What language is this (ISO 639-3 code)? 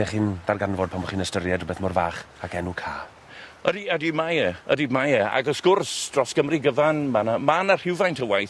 cym